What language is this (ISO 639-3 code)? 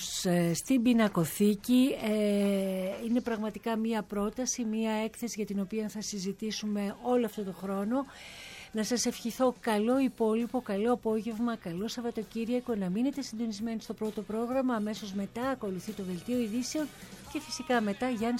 ell